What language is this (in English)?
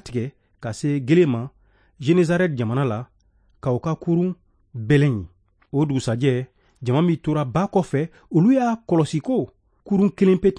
Bambara